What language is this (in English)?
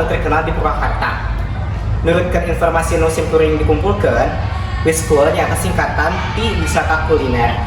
Sundanese